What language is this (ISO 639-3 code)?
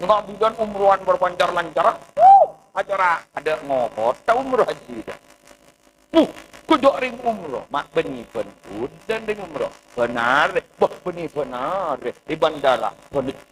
mad